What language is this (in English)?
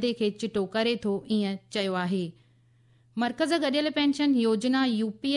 Sindhi